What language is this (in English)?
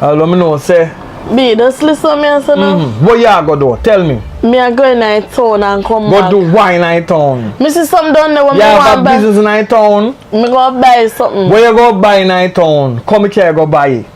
Jamaican Creole English